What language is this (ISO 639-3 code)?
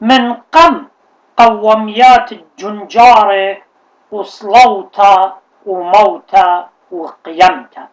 aii